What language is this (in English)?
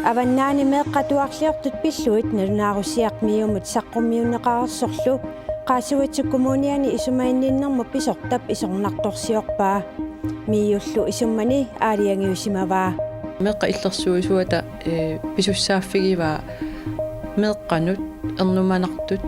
Kalaallisut